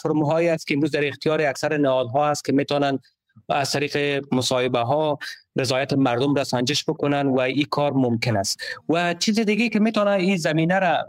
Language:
Persian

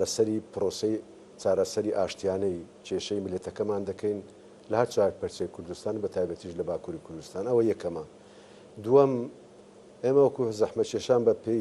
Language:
Central Kurdish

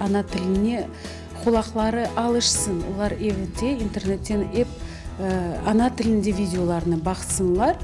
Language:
Crimean Tatar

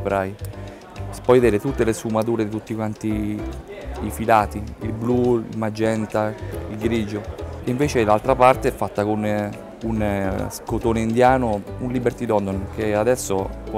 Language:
Italian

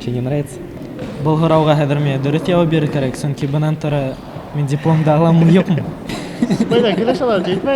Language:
Bashkir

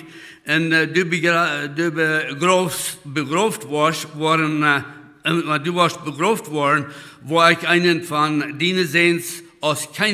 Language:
Plautdietsch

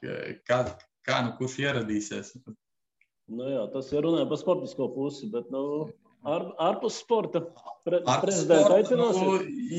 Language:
Latvian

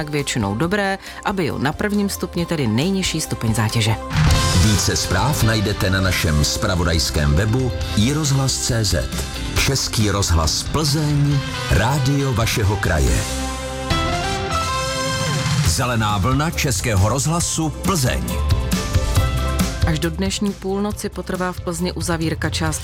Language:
Czech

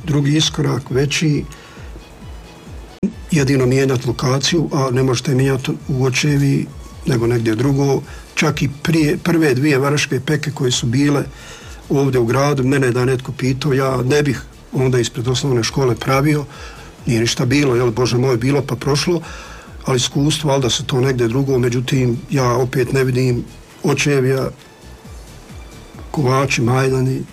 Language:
Croatian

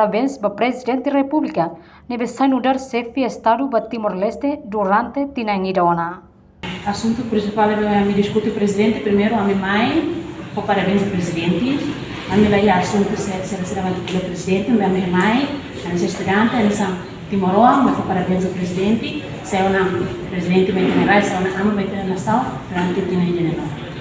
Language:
Tetum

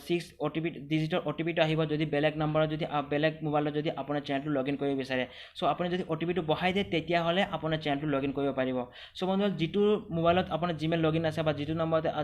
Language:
Assamese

